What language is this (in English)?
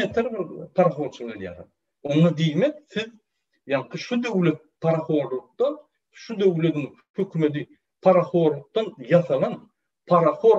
Turkmen